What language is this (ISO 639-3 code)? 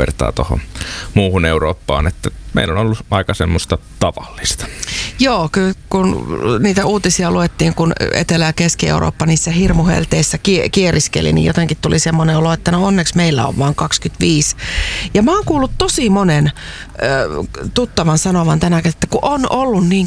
fin